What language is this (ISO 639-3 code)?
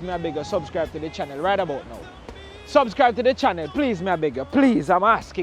jam